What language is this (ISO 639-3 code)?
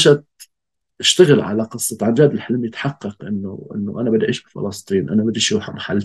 apc